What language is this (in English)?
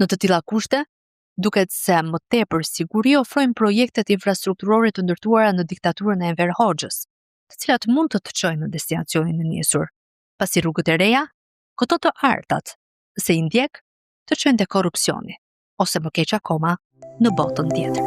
Albanian